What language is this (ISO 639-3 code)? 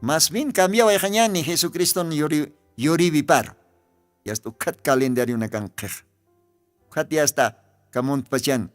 aym